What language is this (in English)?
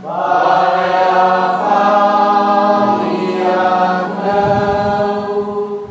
Nias